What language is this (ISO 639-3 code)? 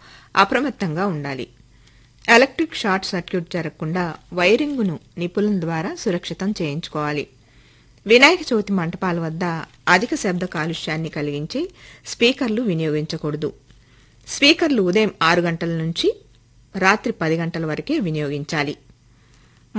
tel